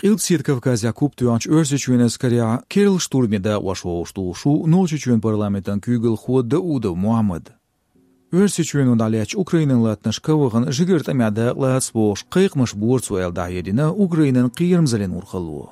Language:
Chechen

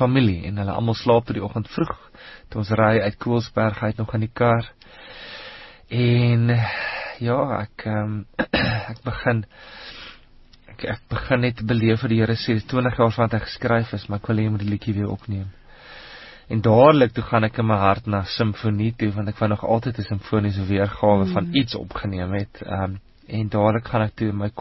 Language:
Afrikaans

